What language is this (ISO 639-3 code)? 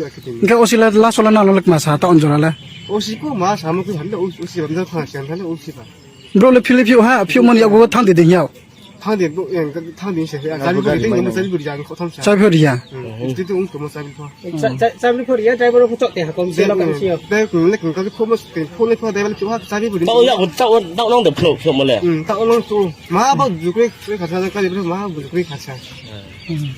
trp